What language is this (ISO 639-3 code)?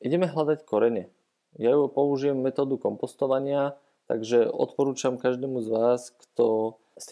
slk